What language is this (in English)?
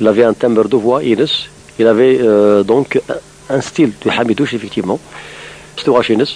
Kabyle